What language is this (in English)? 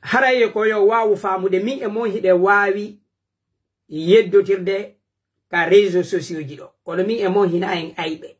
Pular